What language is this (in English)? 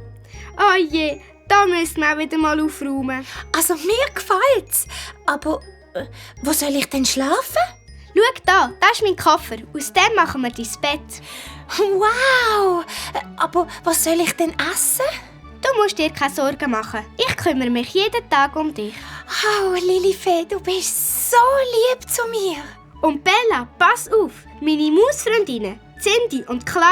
Swiss German